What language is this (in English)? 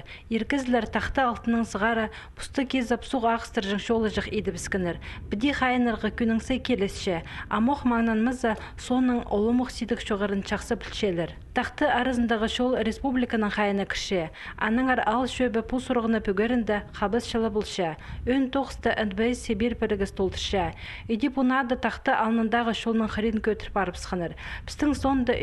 Khakas